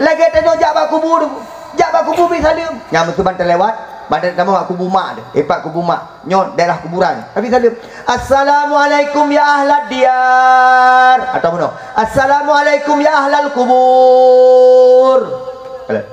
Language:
Achinese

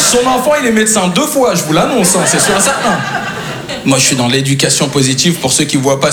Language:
French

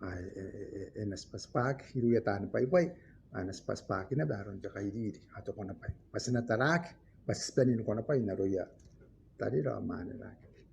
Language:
Gilbertese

